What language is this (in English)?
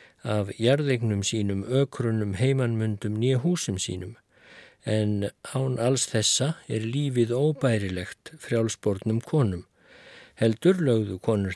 Icelandic